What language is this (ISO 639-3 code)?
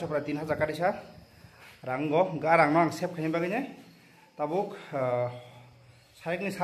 trp